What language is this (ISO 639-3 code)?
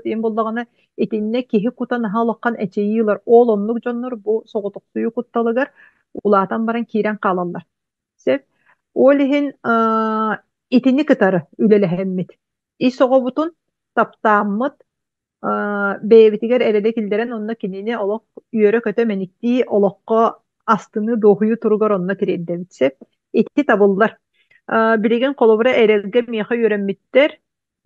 sah